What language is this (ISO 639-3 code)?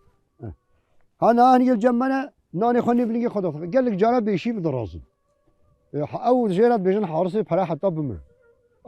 kur